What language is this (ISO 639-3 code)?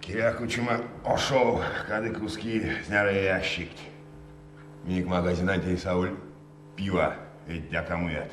myv